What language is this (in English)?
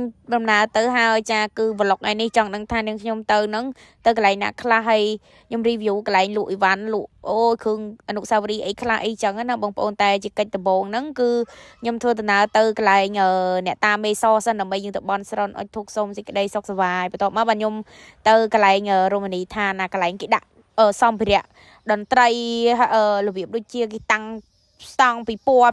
Khmer